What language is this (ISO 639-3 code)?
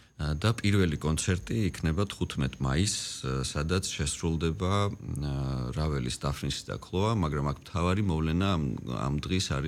kat